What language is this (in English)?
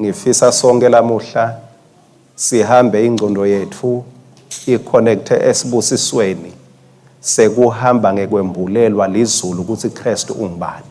Swati